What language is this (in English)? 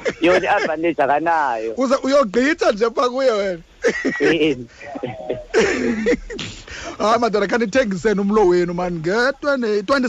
Xhosa